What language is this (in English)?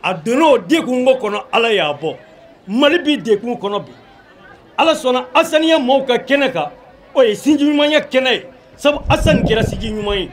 Bambara